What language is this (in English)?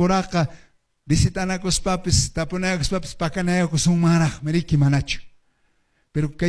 Quechua